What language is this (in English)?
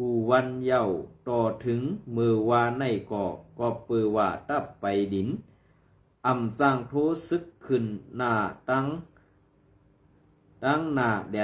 Shan